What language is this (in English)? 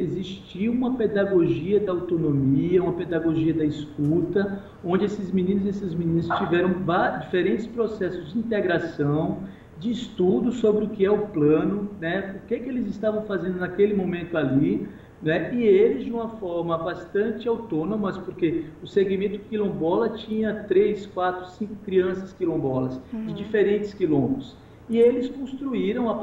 Portuguese